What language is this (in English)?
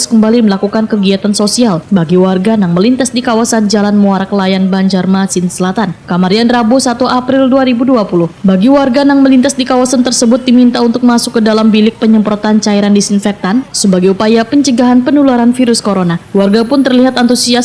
Banjar